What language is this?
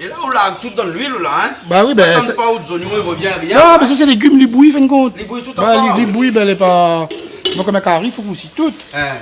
Réunion Creole French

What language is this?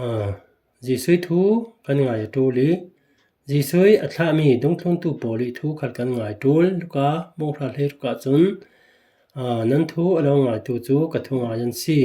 Falam Chin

